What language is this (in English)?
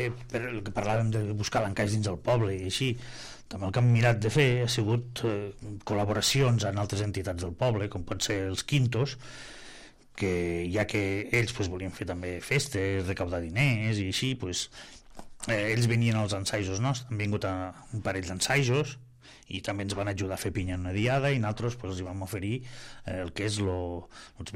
Catalan